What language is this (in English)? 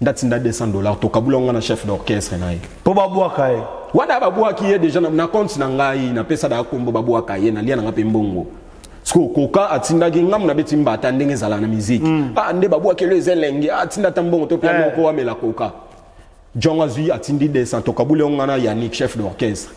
Lingala